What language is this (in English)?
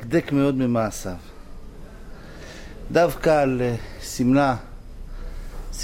Hebrew